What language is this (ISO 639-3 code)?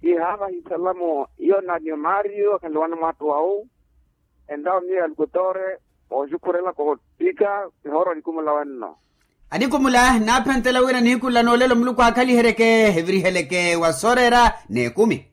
vmw